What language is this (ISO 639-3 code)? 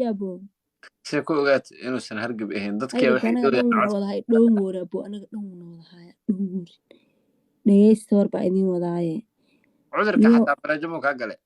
som